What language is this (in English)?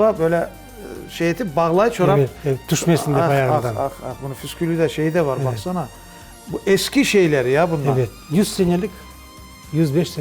Crimean Tatar